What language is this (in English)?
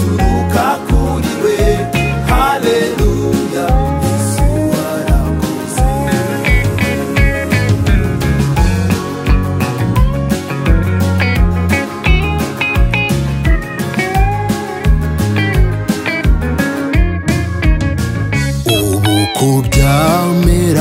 Kinyarwanda